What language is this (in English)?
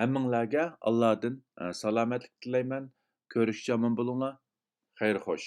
Uyghur